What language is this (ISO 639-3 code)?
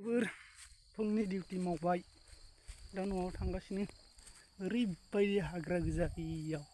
brx